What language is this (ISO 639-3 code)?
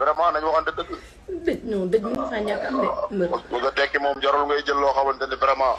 wol